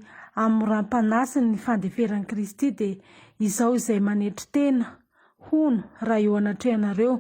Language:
Malagasy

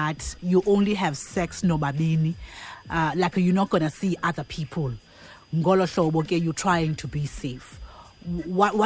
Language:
Xhosa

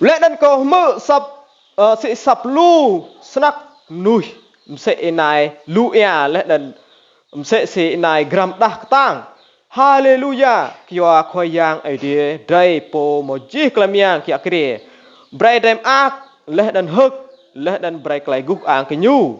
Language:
Rade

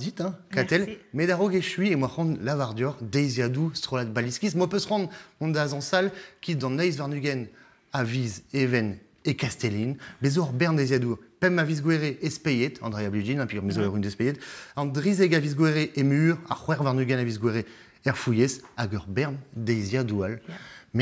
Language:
Breton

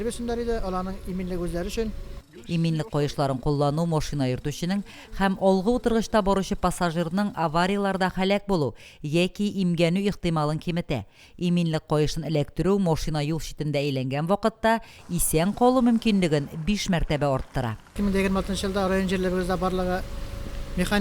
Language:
Tatar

